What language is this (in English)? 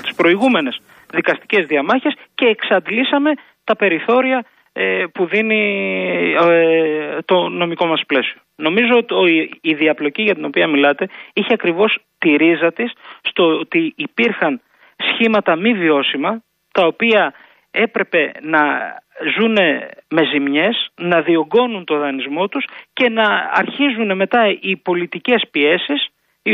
Greek